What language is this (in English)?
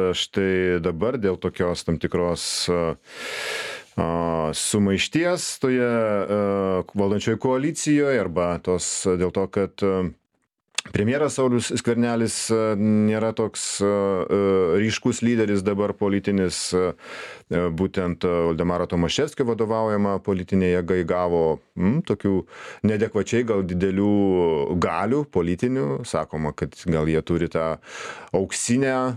Lithuanian